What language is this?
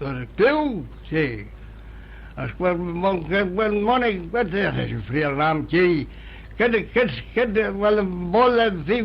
Manx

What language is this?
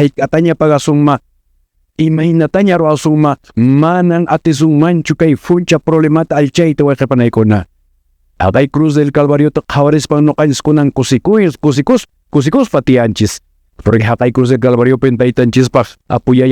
Quechua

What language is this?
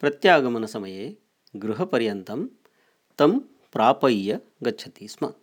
Sanskrit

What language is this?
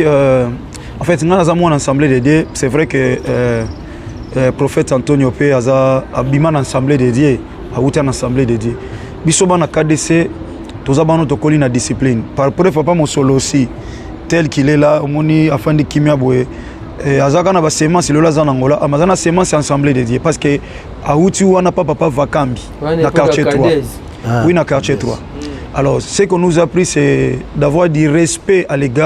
Lingala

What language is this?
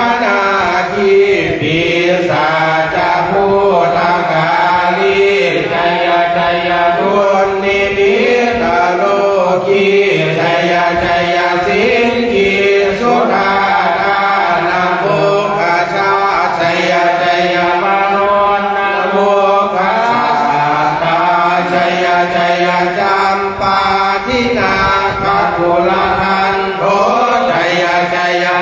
Pali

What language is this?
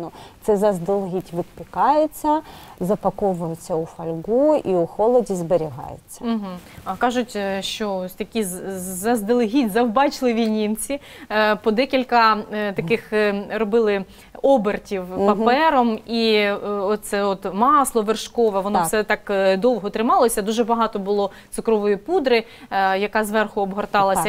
Ukrainian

